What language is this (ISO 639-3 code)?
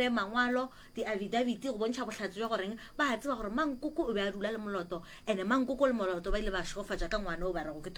nso